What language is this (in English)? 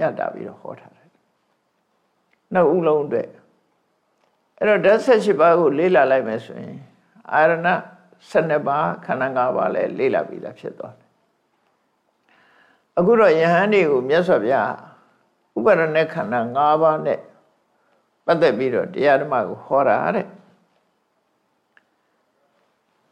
Burmese